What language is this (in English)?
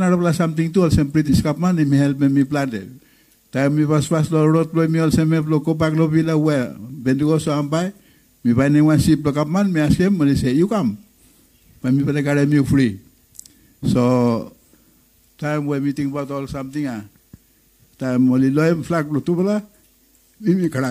Bislama